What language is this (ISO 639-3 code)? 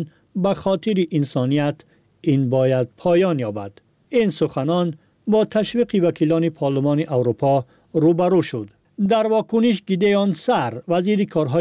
fas